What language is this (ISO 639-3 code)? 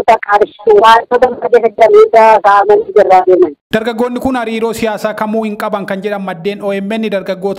orm